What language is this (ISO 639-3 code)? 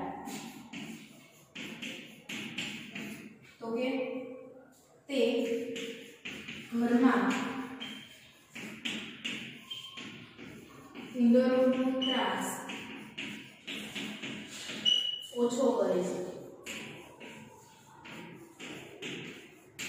guj